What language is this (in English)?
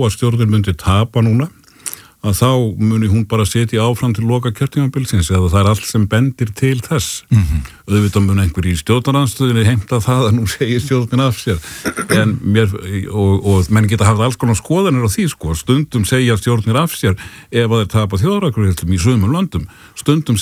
Icelandic